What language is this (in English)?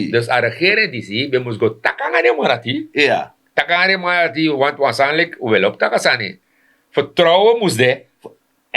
Sranan Tongo